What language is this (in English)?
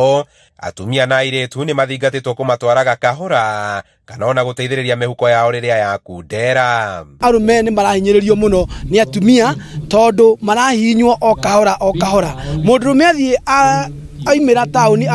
Kikuyu